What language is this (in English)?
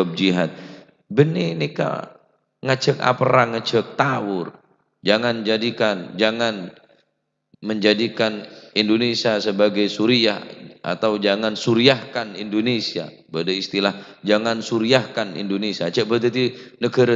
Madurese